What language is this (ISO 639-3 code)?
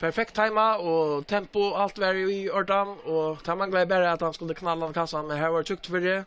fao